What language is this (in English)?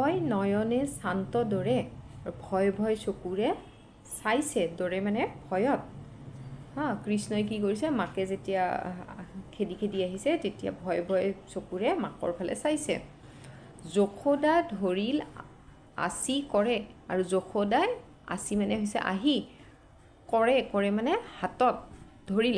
Assamese